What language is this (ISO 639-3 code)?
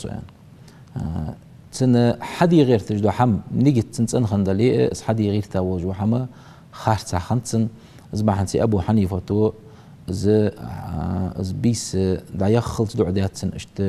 inh